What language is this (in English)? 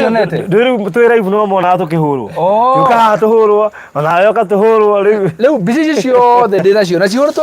Kikuyu